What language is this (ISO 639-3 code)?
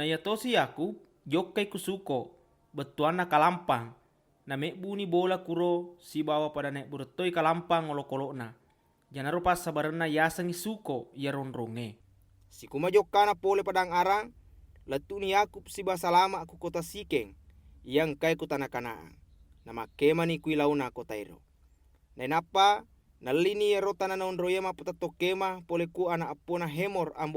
bug